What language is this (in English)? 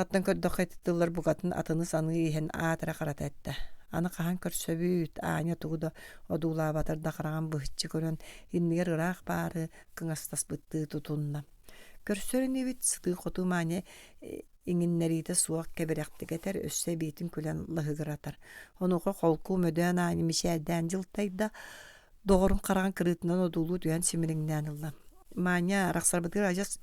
Yakut